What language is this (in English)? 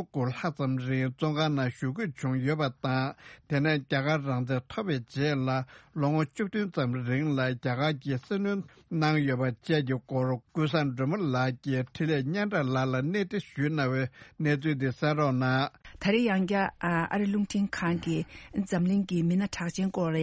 Tibetan